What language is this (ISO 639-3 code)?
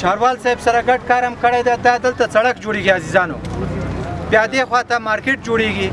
pus